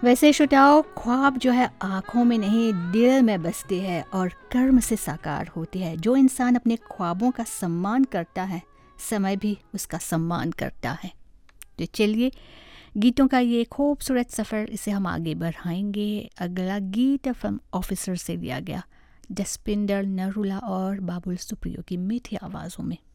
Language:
Hindi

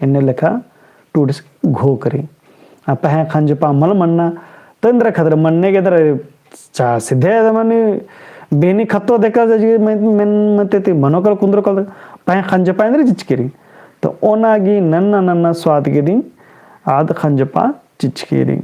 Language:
Kurukh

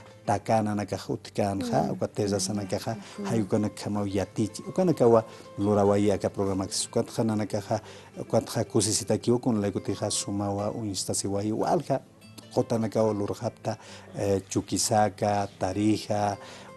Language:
Aymara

